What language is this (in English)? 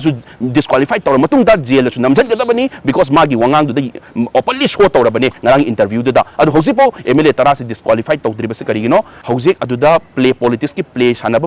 Manipuri